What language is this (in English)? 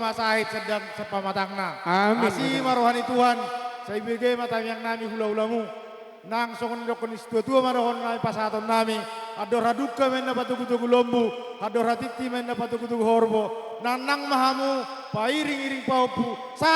Batak Toba